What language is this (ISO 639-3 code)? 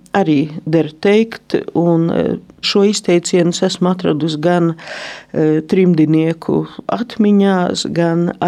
lav